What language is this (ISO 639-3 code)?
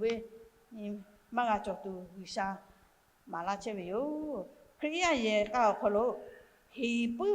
lhu